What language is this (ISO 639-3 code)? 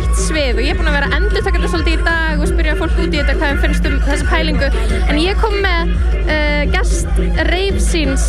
isl